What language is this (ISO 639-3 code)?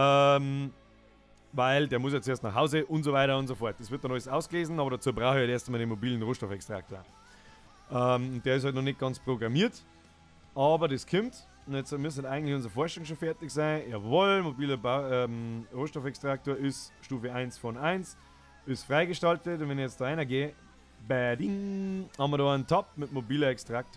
bar